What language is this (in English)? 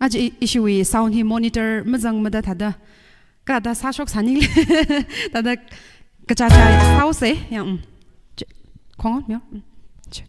Tangkhul Naga (India)